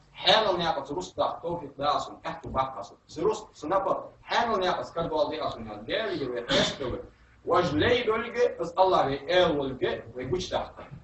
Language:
Ingush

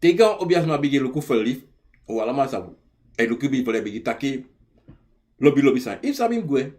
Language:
Sranan Tongo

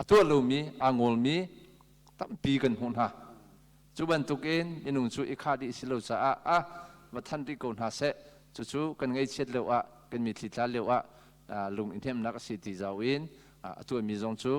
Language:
Hakha Chin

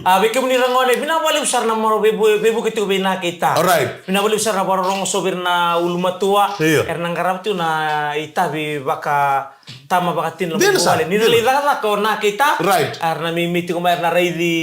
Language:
Fijian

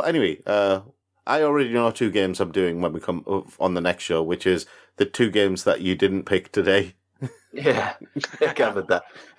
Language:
English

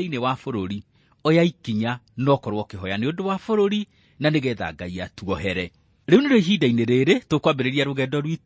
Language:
Kikuyu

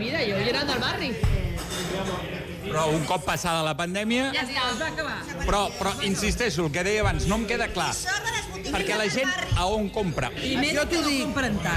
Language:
Catalan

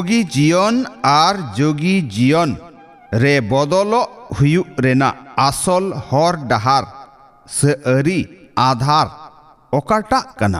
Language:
Santali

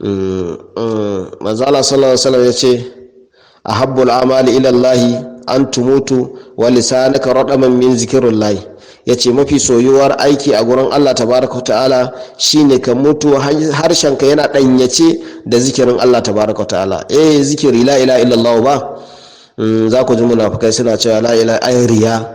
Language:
Hausa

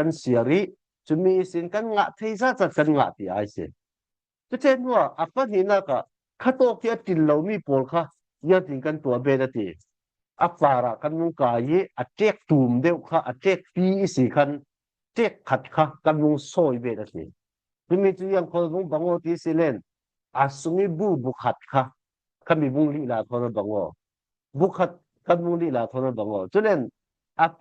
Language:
Falam Chin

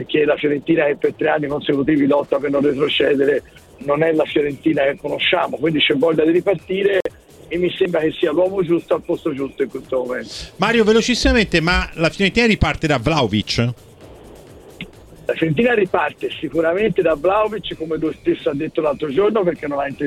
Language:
Italian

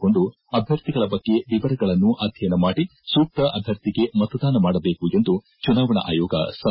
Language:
Kannada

